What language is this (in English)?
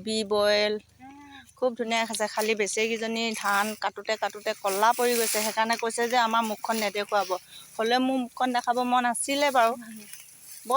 Assamese